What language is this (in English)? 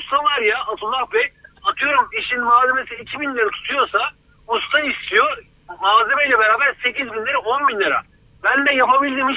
Turkish